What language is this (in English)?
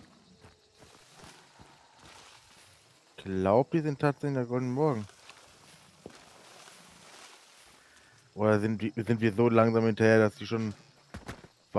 German